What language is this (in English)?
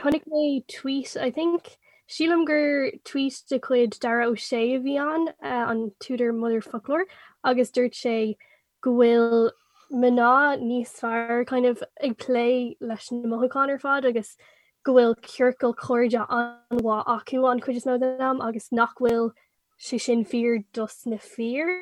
Irish